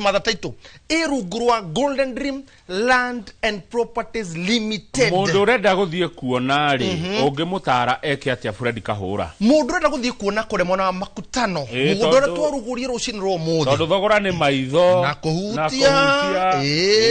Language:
Kikuyu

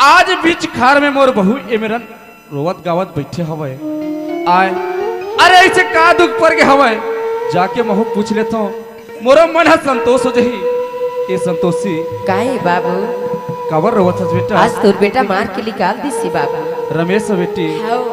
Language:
Chhattisgarhi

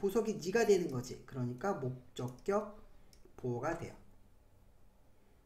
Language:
Korean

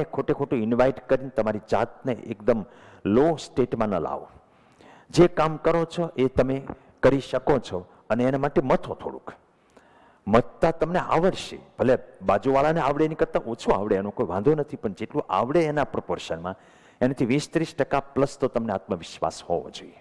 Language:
Gujarati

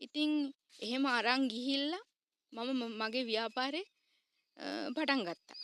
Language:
Sinhala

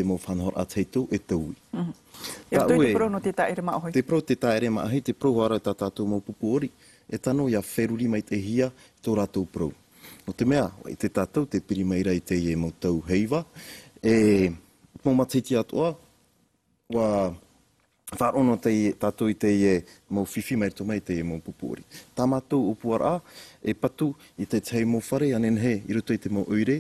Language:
Tahitian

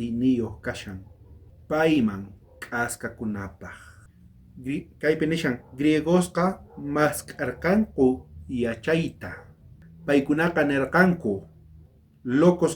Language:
South Bolivian Quechua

